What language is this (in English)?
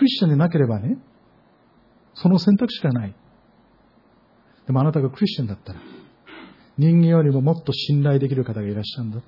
Japanese